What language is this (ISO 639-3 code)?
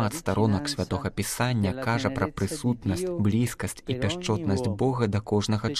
bel